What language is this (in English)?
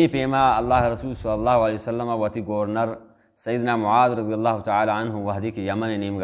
Baluchi